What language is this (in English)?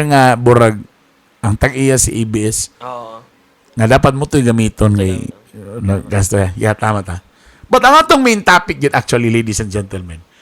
Cebuano